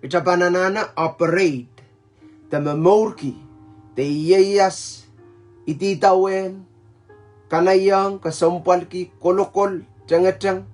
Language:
Pohnpeian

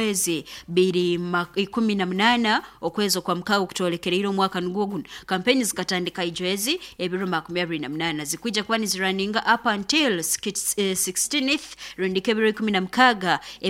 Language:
Nyoro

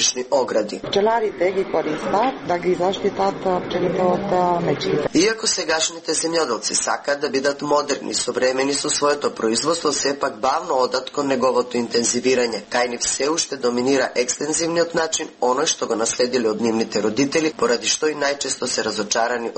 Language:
Macedonian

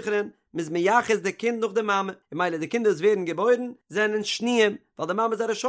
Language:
Yiddish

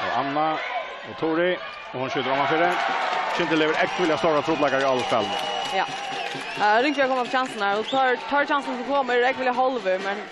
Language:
Faroese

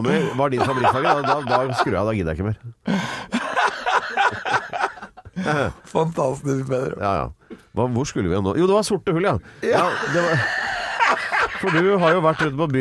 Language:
Norwegian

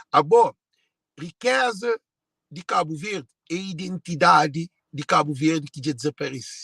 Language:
Kabuverdianu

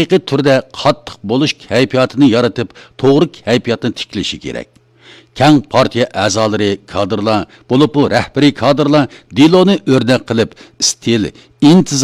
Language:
Uyghur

